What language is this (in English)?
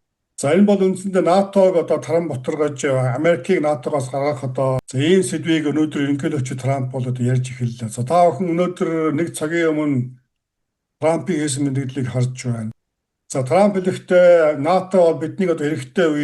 Mongolian